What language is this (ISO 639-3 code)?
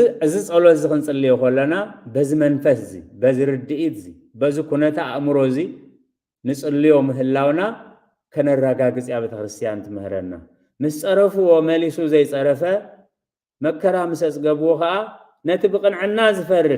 tir